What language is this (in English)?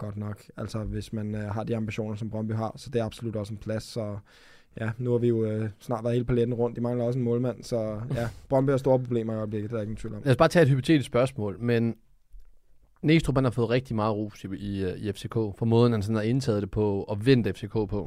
Danish